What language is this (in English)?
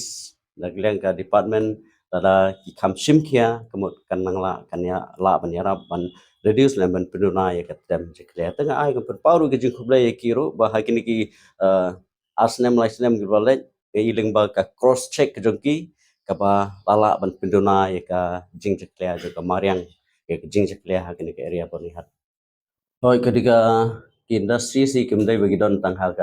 Khasi